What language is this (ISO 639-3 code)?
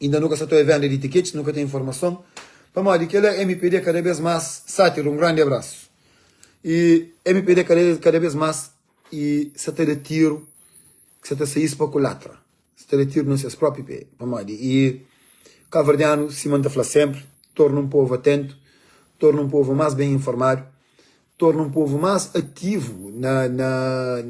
kea